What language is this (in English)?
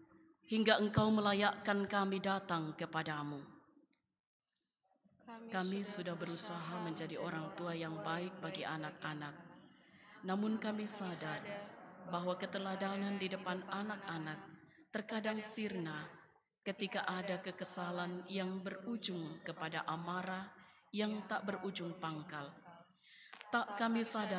Indonesian